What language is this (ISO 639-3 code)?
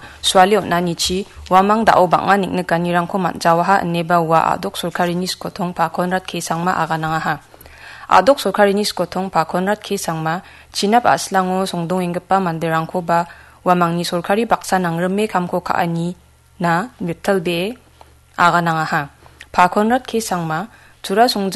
grt